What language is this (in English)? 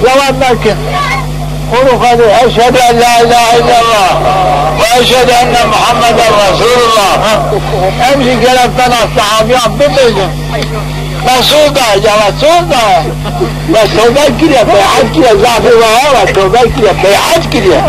Zaza